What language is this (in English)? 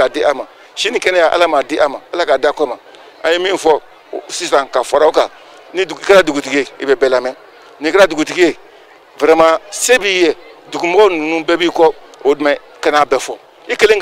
Bambara